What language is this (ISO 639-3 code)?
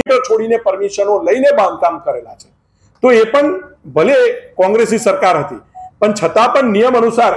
guj